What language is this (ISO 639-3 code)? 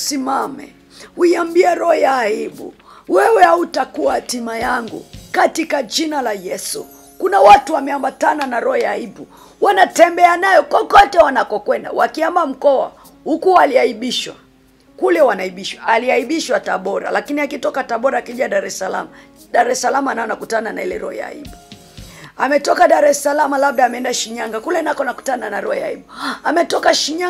swa